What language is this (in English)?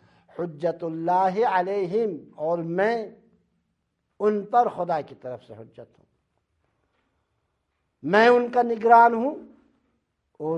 Urdu